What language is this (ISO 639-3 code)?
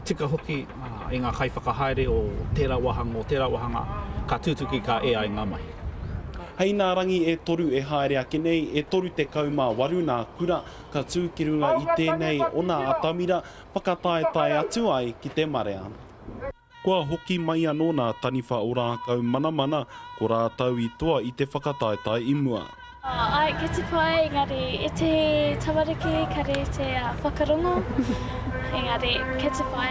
mri